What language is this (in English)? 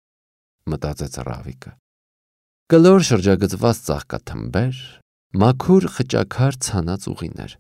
Armenian